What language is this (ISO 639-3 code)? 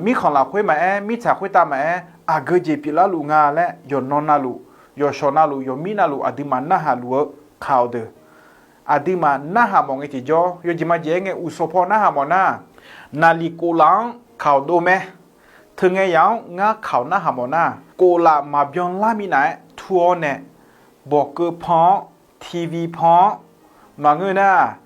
ahk